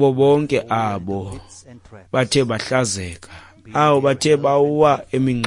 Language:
Xhosa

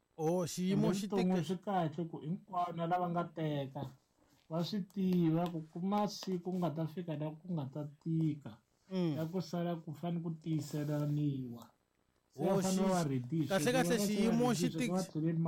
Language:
Tsonga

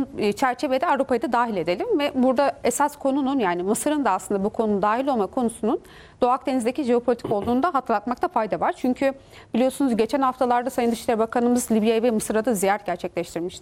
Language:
Turkish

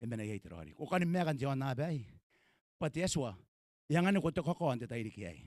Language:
Gilbertese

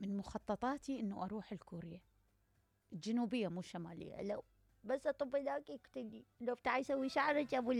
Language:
Mesopotamian Arabic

